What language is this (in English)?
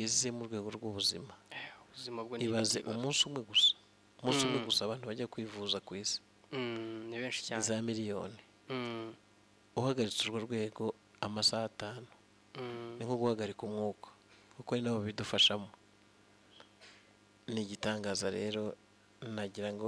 Kinyarwanda